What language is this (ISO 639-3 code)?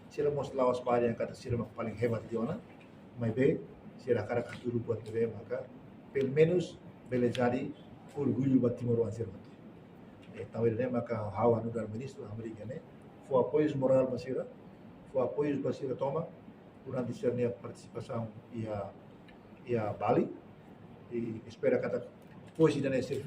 tet